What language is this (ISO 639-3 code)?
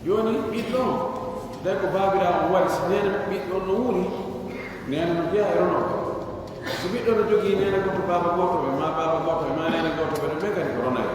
fuf